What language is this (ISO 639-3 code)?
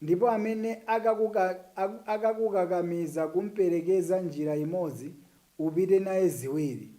nya